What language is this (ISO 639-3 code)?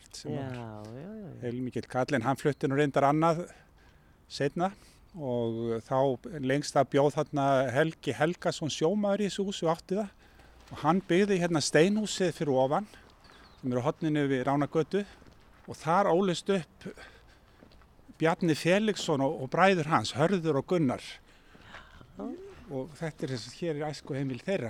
isl